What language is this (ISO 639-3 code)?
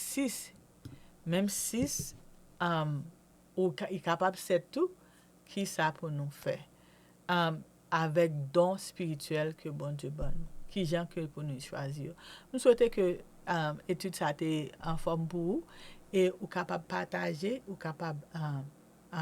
hat